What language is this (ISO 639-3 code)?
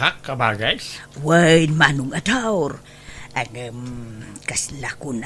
ilo